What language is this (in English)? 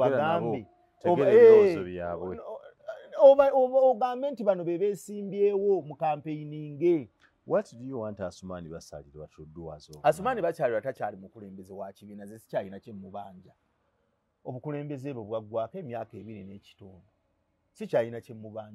Ganda